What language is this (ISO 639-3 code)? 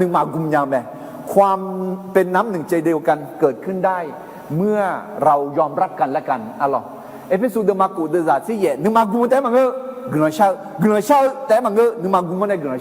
ahk